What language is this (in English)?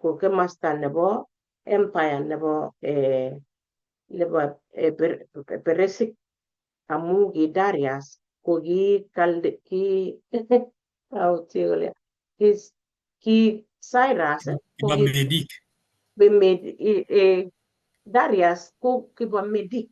Kalenjin